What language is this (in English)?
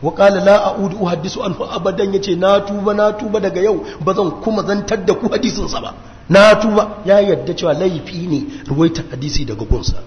Hausa